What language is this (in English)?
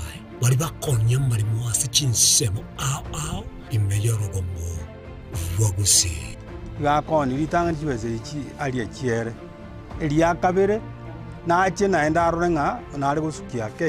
Gusii